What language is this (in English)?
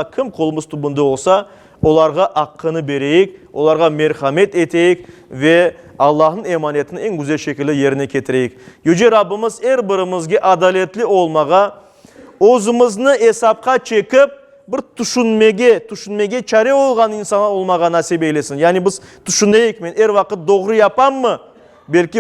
Crimean Tatar